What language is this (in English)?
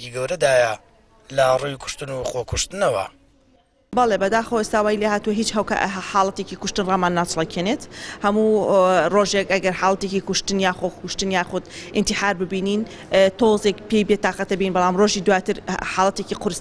Central Kurdish